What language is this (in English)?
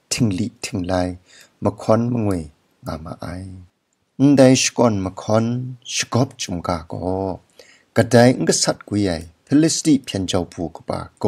Kachin